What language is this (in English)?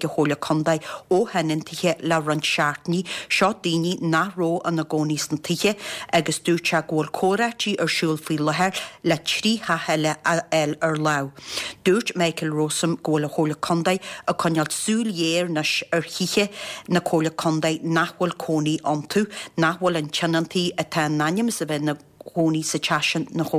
Irish